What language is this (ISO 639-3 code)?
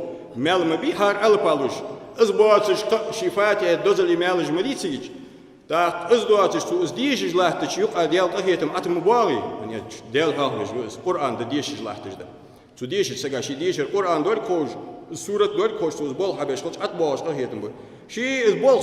inh